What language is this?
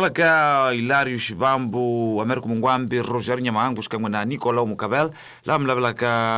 Tsonga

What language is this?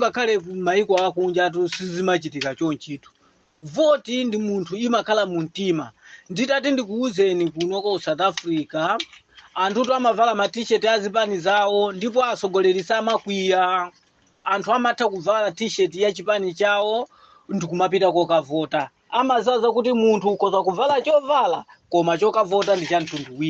Nyanja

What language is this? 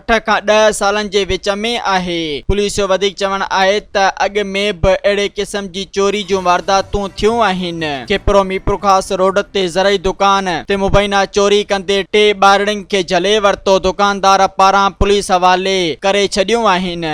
Sindhi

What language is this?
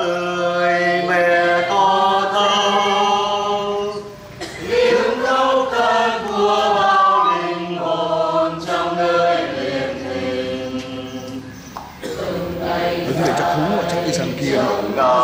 Vietnamese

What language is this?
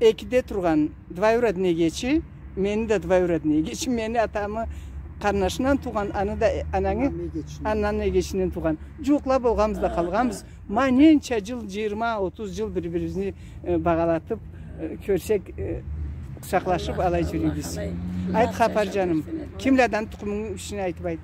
Karachay-Balkar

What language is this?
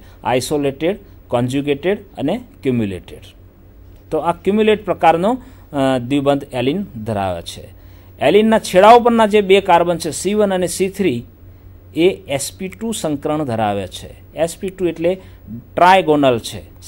Gujarati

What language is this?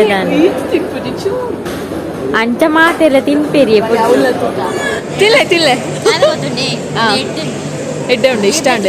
Tulu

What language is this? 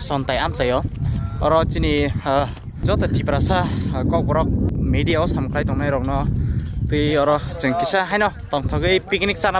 Kok Borok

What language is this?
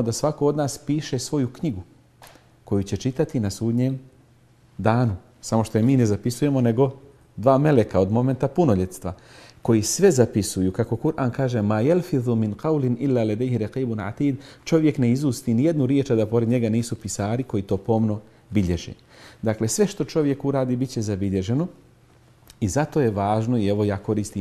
Bosnian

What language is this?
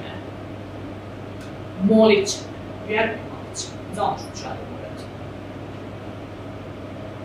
Serbian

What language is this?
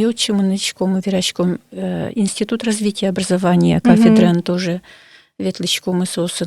Udmurt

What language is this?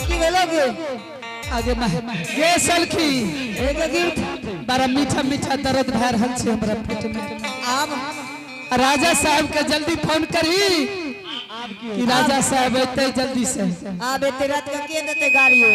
Angika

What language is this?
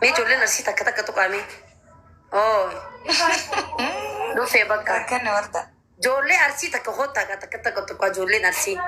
Oromo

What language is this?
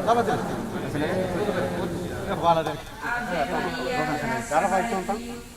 Tetum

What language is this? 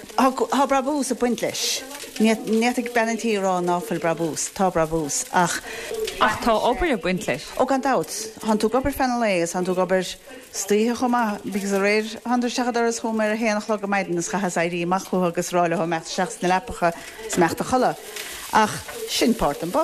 Irish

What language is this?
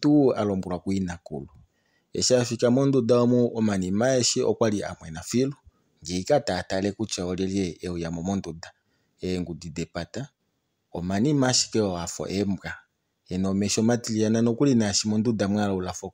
Kuanyama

